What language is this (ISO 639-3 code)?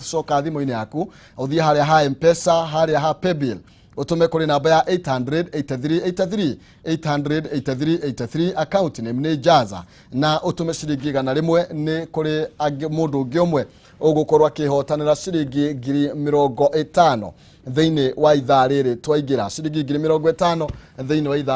kik